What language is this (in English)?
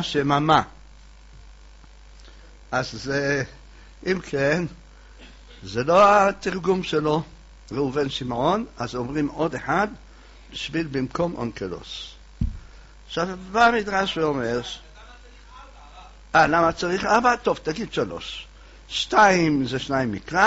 Hebrew